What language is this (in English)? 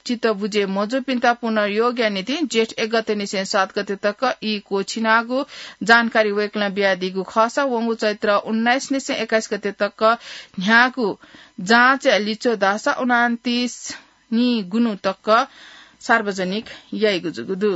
Newari